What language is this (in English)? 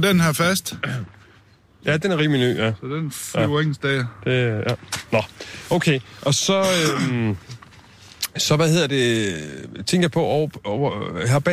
Danish